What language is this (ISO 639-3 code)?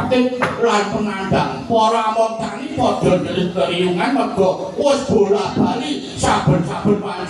jav